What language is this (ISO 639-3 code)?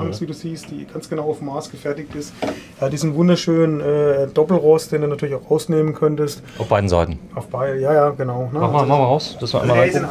deu